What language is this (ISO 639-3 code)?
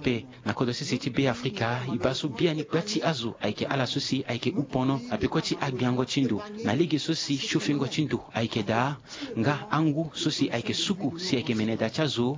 sag